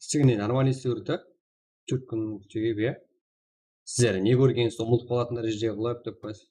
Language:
Kara-Kalpak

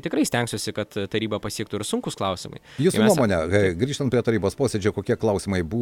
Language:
Lithuanian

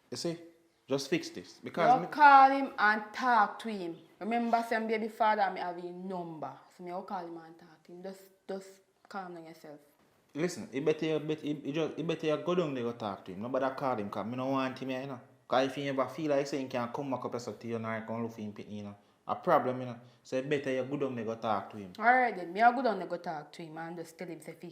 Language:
Jamaican Creole English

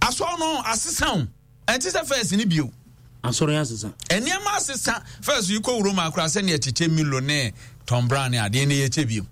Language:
Akan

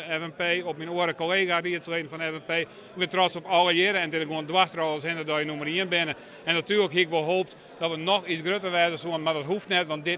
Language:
Western Frisian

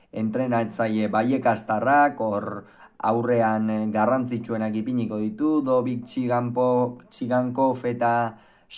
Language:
Basque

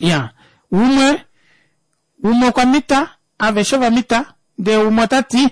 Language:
Kuanyama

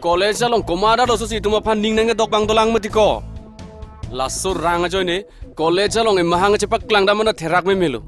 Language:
Karbi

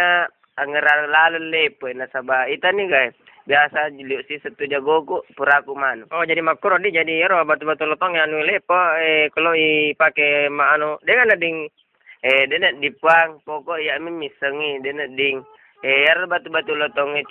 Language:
Buginese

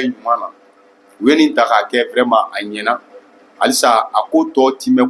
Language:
Bambara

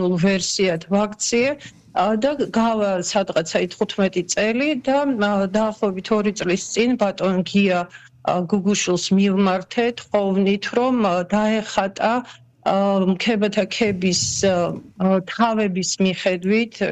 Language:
Georgian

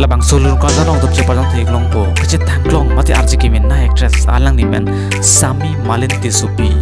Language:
Karbi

